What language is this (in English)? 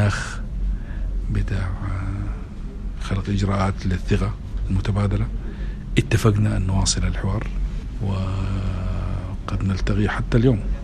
Sudanese Arabic